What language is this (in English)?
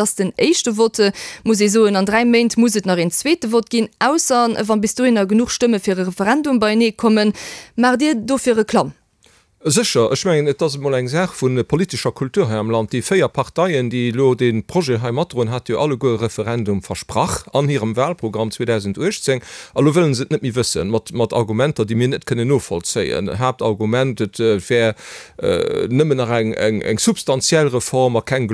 Luxembourgish